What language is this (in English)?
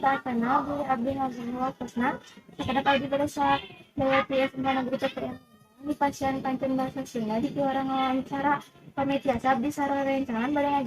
Sundanese